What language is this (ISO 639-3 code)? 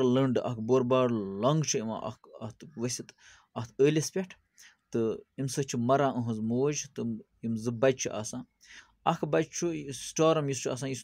kas